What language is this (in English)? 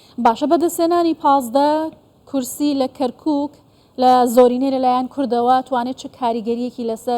Central Kurdish